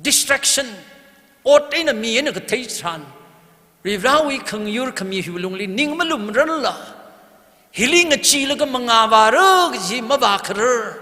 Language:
Tangkhul Naga (India)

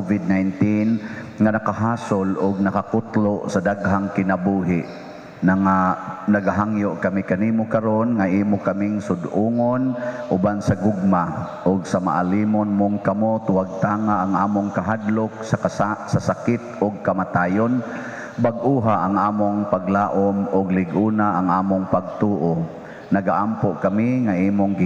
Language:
Cebuano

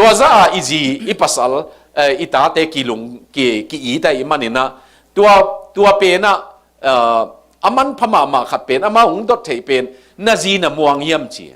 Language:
Tedim Chin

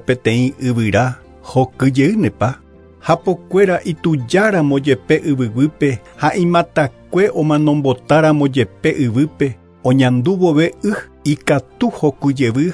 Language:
Guarani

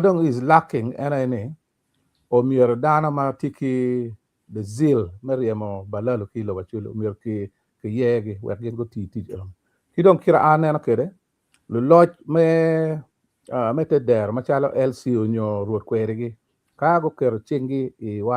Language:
Acoli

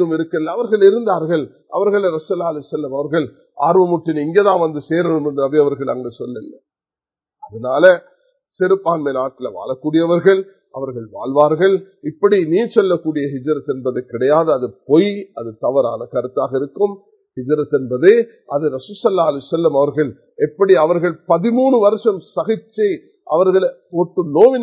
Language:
Tamil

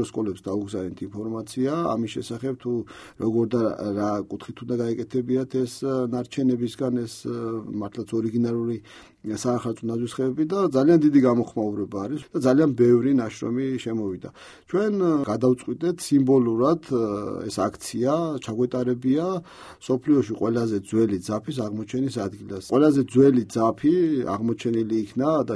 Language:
Georgian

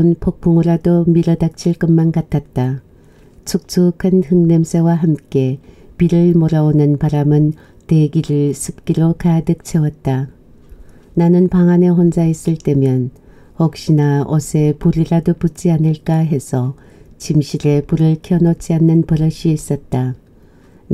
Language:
Korean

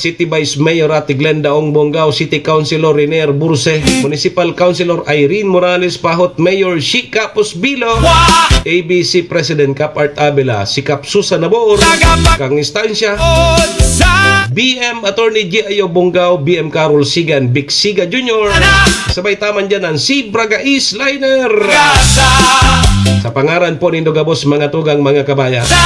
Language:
Bikol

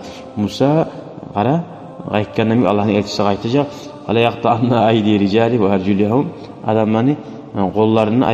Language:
Kumyk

